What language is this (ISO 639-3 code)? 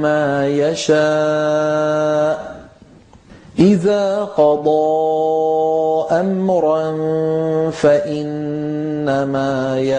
ara